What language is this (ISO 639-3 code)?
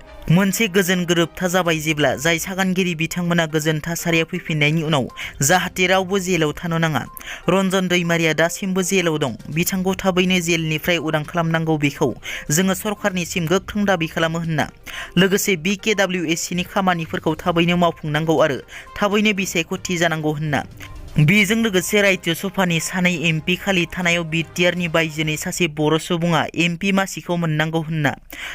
brx